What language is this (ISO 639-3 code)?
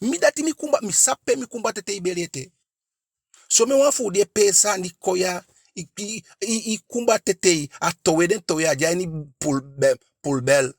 djk